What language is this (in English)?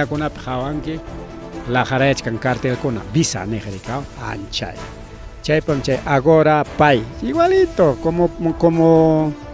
Ayacucho Quechua